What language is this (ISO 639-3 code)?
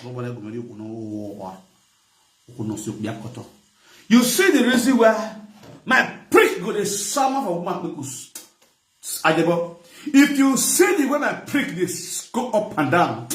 pcm